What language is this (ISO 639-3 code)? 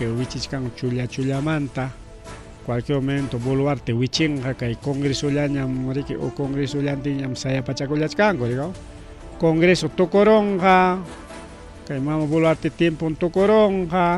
quy